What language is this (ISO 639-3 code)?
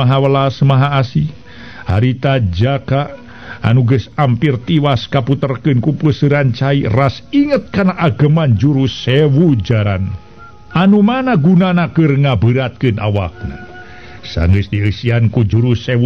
sun